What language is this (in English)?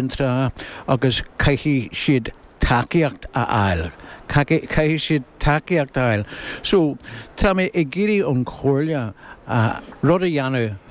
Irish